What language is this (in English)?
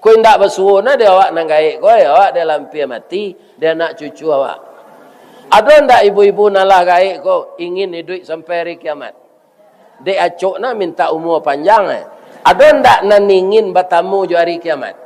Minangkabau